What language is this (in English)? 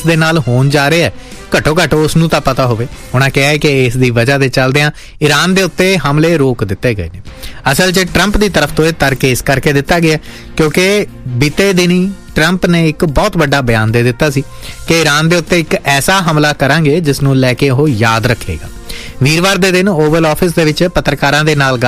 Punjabi